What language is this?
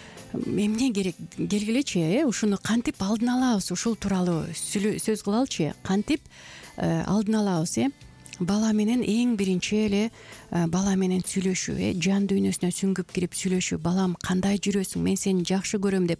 Kyrgyz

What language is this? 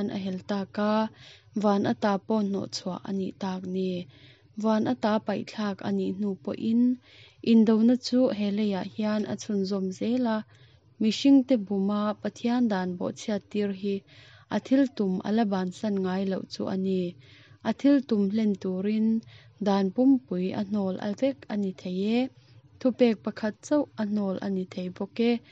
Mizo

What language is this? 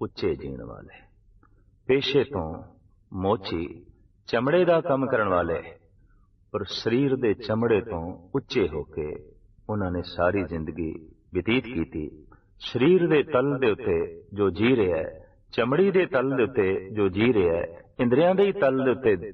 Punjabi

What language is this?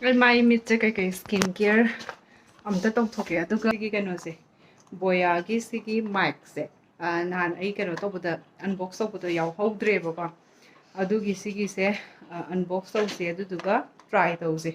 Manipuri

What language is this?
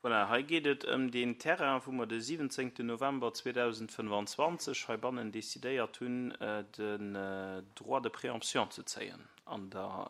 Luxembourgish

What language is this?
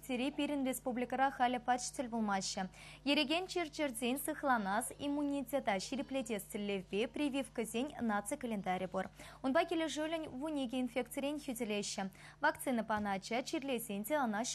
Chuvash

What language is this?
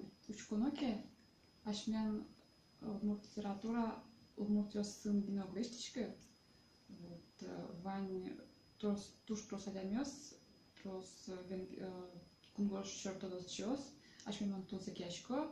Udmurt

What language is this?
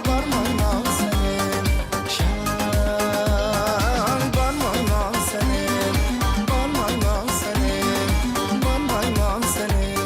Kara-Kalpak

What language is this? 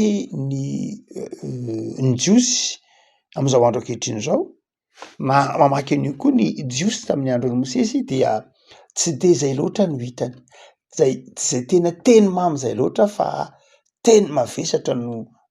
Malagasy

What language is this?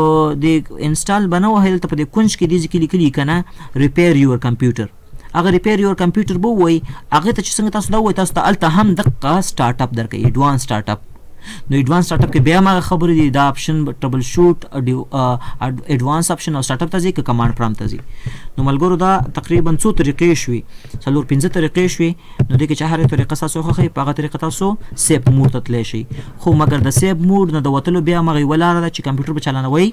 Pashto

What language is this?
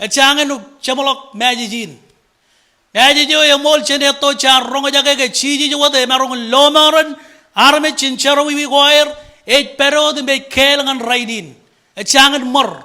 Marshallese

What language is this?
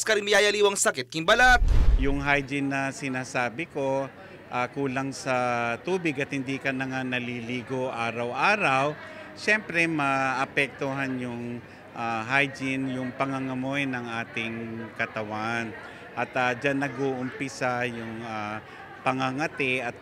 Pampanga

